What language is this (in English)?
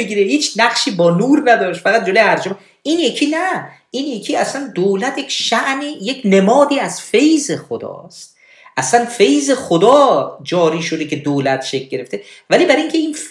Persian